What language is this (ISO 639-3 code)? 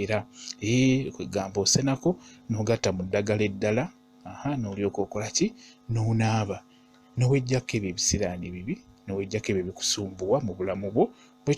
lug